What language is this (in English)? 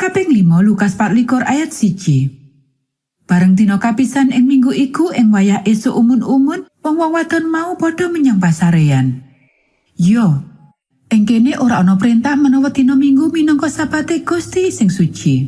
Javanese